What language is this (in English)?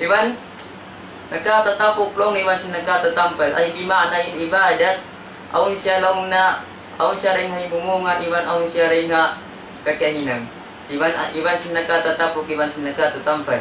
Tausug